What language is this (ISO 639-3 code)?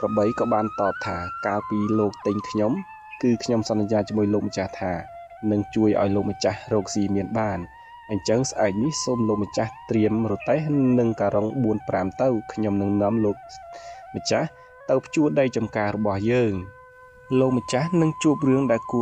khm